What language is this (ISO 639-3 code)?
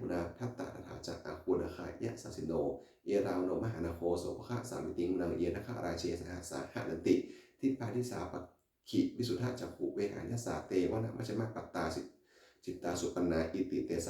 pli